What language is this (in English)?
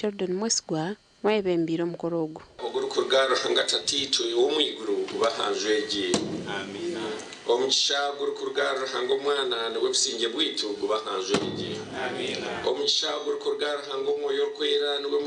Nyankole